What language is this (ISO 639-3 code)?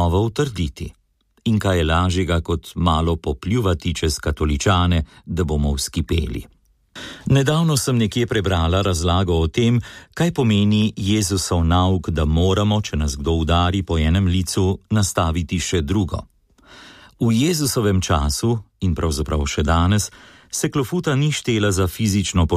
slv